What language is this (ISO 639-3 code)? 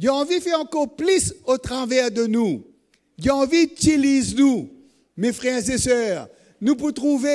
mfe